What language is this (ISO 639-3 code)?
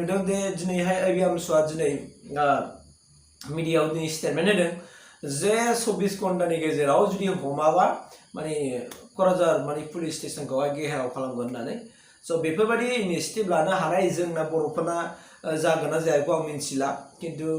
brx